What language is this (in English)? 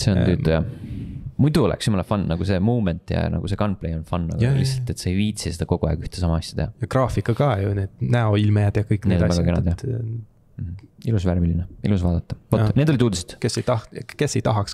Estonian